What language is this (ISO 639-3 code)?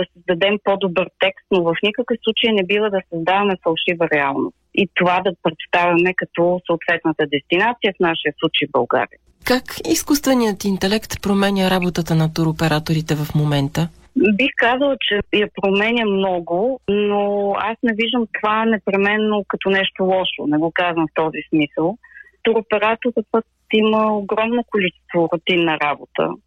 bul